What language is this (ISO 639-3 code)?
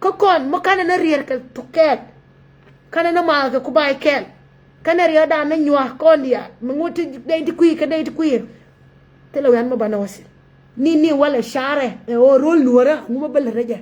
nus